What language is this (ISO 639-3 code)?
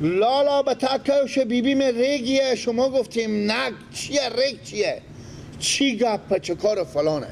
fas